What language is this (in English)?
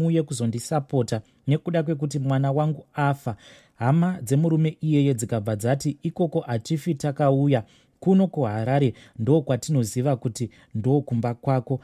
Shona